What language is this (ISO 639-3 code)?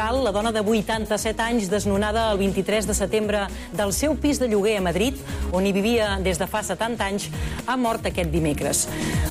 cat